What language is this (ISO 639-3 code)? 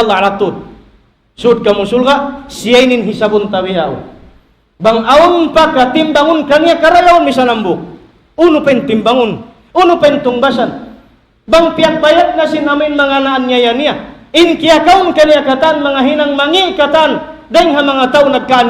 tsg